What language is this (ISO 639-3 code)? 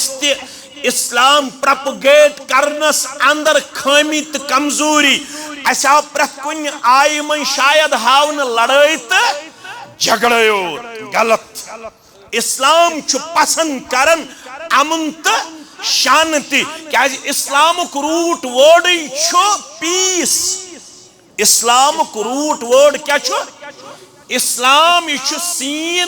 kas